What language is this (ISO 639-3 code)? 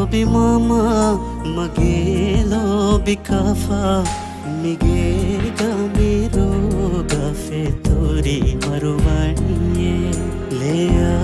div